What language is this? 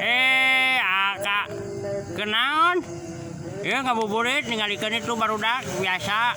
Sundanese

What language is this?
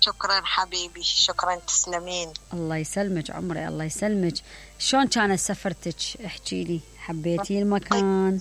Mesopotamian Arabic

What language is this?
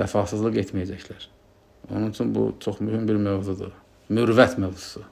Azerbaijani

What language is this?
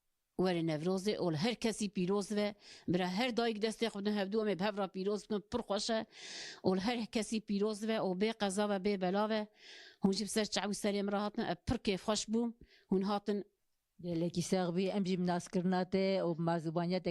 Kurdish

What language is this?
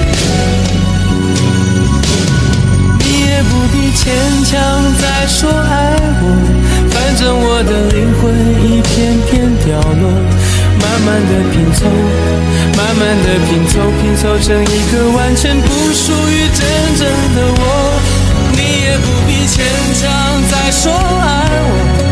Chinese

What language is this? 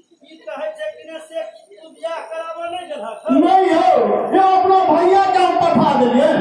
Maithili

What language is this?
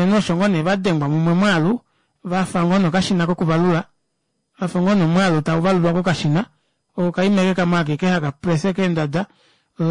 Kuanyama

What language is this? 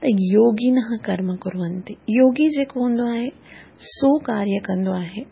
Sindhi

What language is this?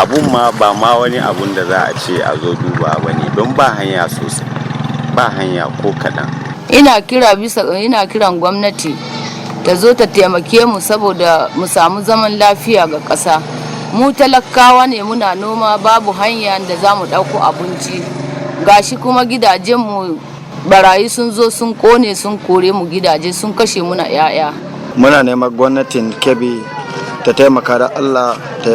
Hausa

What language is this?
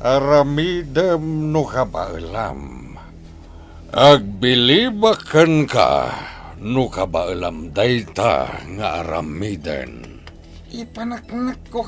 Iloko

